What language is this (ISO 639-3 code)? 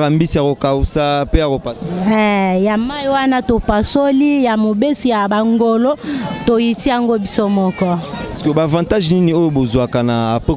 lin